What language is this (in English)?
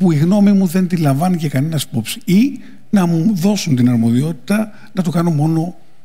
Greek